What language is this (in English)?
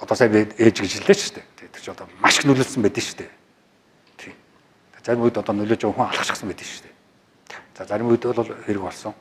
Mongolian